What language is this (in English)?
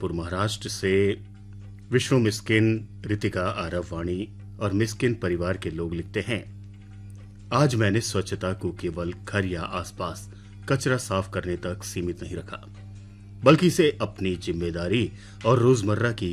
Hindi